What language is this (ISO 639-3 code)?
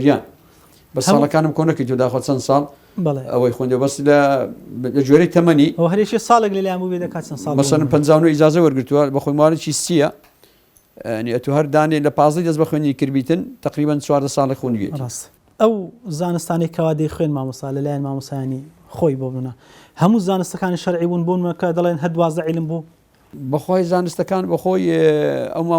ckb